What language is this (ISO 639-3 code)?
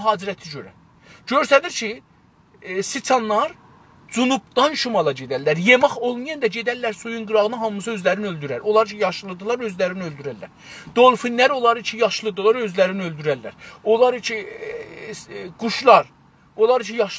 azb